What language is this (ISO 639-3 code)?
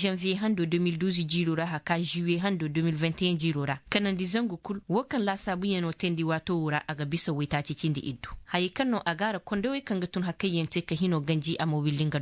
ses